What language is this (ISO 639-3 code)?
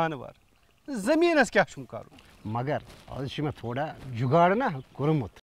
kas